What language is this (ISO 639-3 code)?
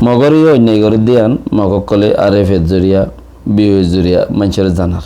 rhg